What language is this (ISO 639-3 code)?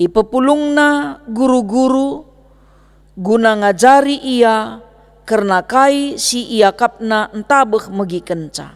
btx